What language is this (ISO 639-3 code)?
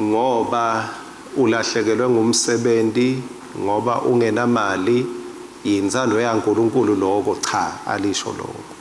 ssw